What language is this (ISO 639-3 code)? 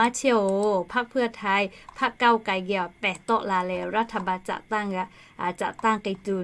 lhu